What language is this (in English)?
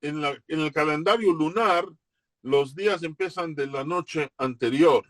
Ladino